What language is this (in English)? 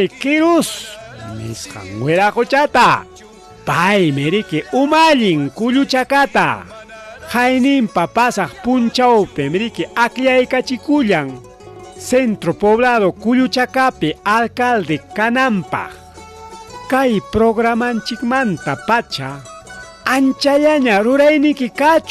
Ayacucho Quechua